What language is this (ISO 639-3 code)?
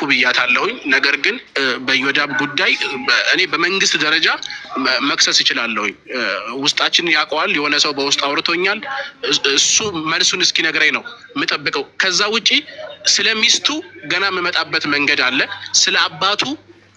amh